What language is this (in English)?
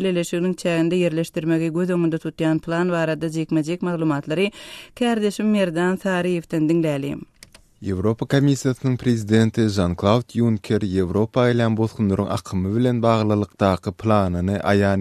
Turkmen